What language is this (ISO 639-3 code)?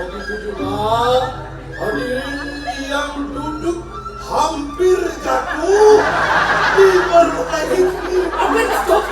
ban